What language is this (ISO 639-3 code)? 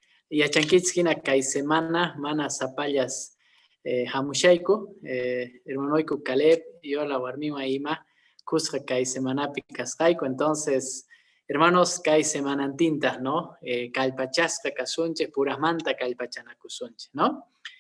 que